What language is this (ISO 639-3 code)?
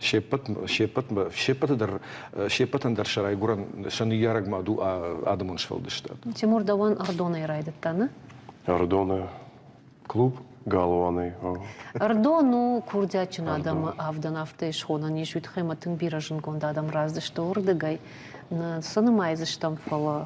oss